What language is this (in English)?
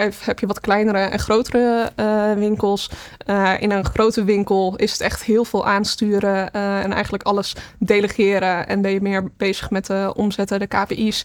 Dutch